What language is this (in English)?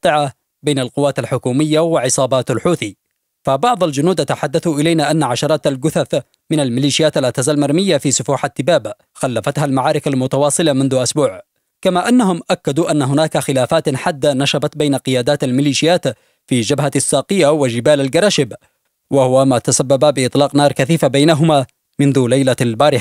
Arabic